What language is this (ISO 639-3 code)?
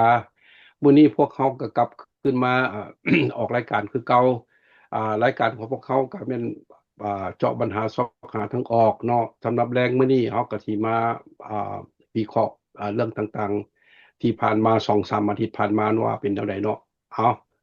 lao